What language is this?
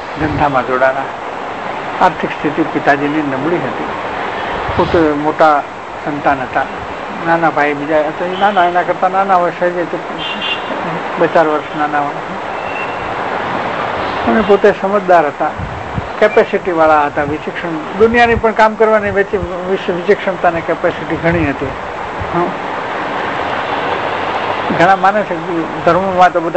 Gujarati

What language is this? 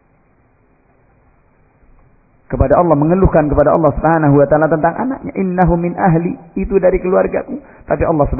Indonesian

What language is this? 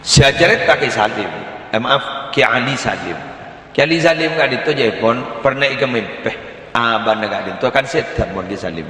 Madurese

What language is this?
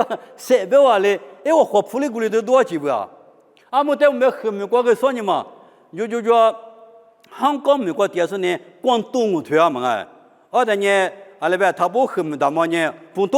Lisu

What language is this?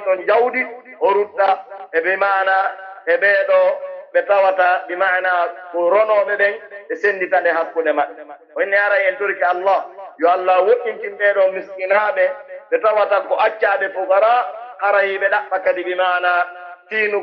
Pular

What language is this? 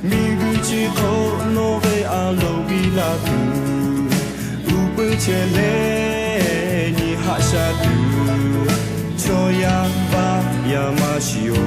Lahu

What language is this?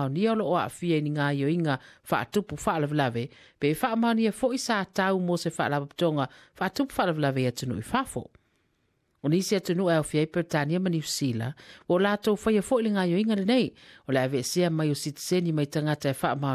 Samoan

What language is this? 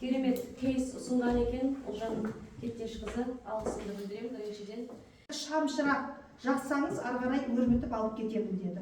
Kazakh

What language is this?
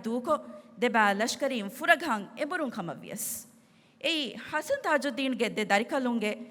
Divehi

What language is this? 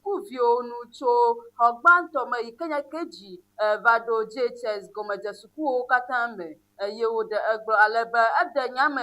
Ewe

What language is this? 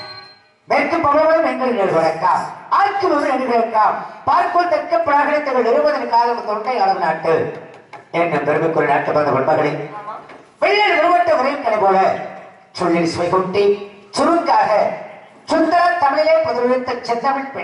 Tamil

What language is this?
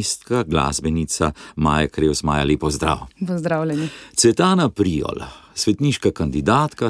Slovenian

